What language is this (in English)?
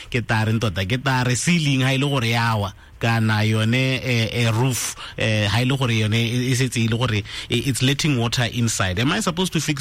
Tswana